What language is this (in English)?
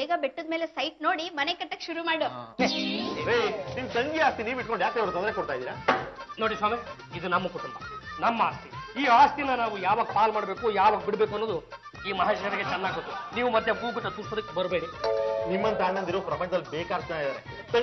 Kannada